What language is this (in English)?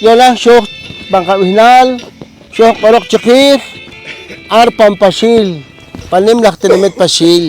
Poqomchi'